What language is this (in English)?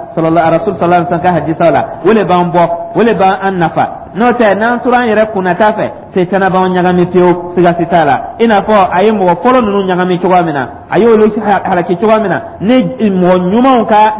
Dyula